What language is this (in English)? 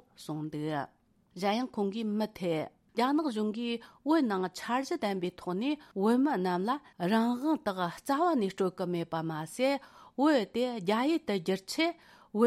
Tibetan